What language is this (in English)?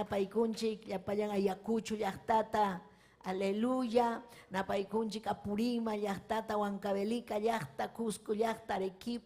Ayacucho Quechua